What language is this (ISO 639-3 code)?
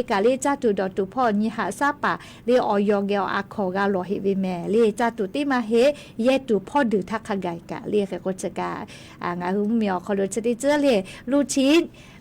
lhu